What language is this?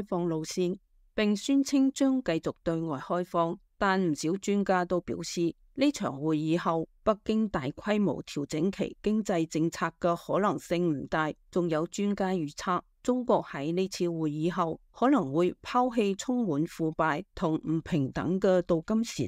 Cantonese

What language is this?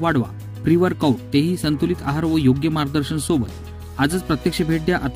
Marathi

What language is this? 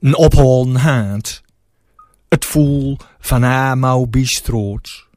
Gronings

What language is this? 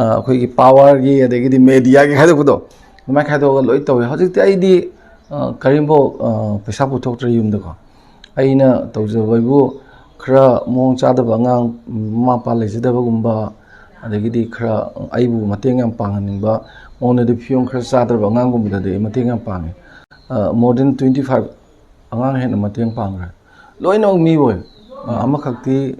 Manipuri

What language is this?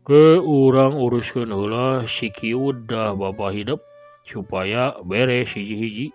Sundanese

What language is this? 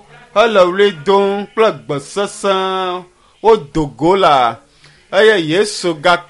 Ewe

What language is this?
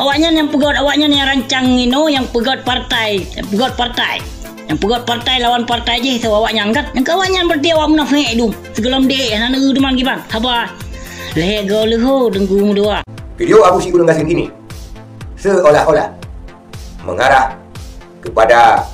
Achinese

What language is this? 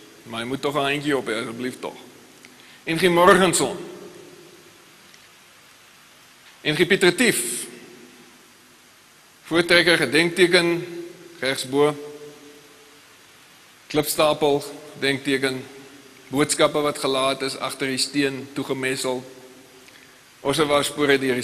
Afrikaans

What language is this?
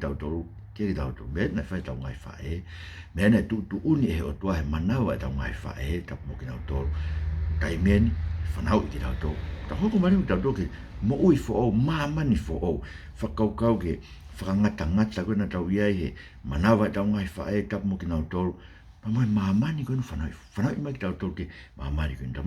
Tongan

